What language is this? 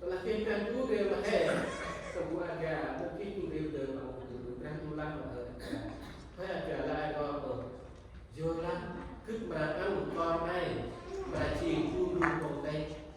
Central Mnong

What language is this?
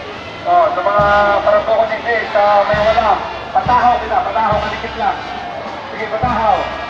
Bikol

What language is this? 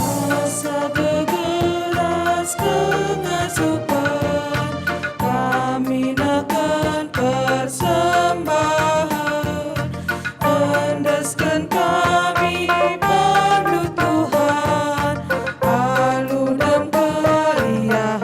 Batak Karo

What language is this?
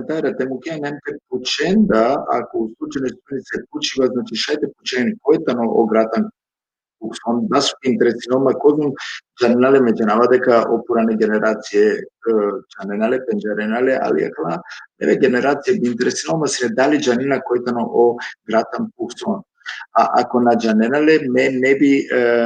Balkan Romani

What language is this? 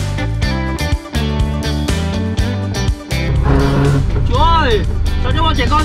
Vietnamese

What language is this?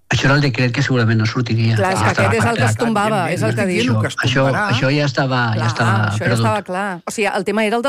Catalan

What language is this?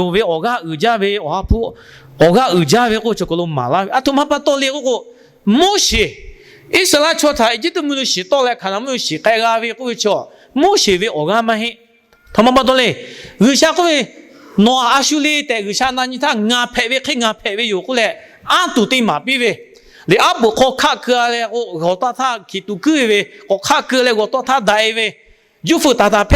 Lahu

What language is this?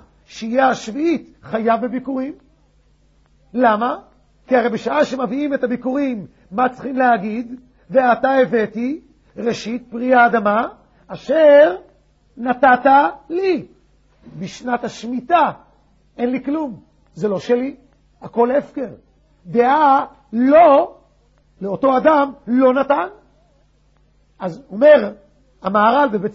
Hebrew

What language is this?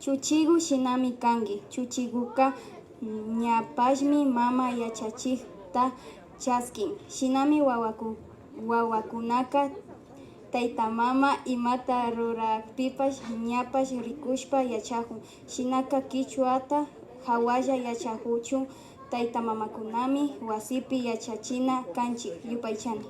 Imbabura Highland Quichua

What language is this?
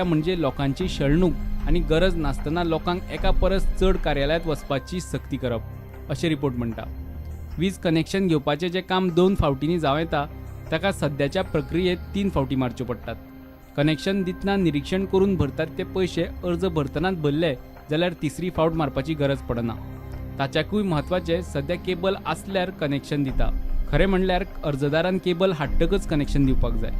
Konkani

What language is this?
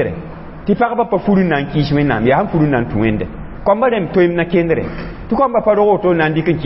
Mossi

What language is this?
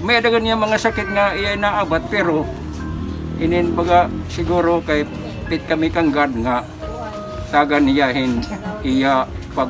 Waray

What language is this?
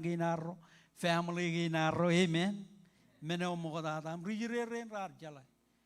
Marshallese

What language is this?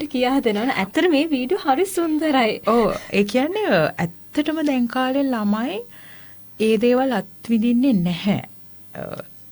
Sinhala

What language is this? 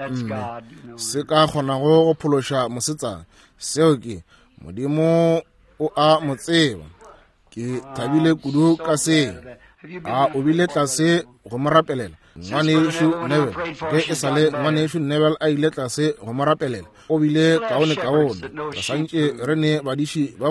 Northern Sotho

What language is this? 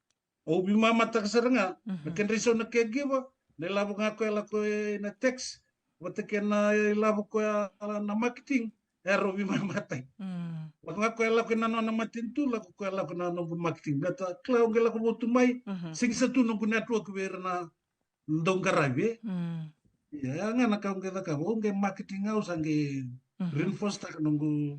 Fijian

